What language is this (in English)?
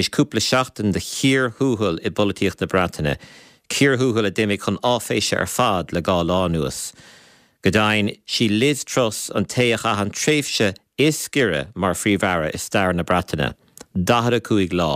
Irish